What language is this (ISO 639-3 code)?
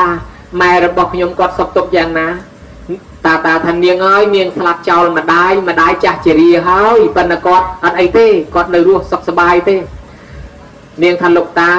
khm